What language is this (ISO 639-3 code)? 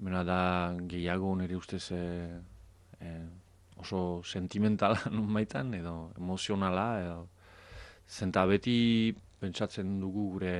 eus